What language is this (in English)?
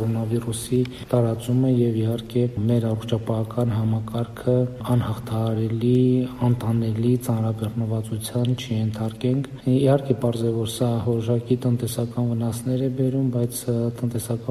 Armenian